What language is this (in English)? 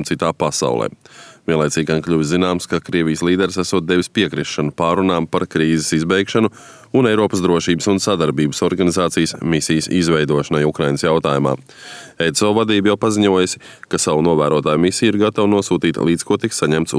Latvian